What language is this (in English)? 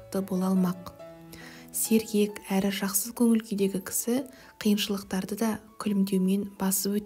Kazakh